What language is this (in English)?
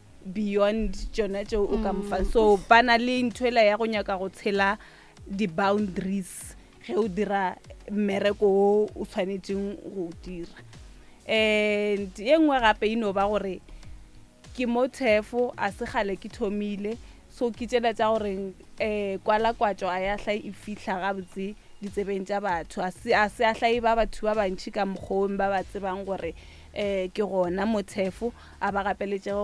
Northern Sotho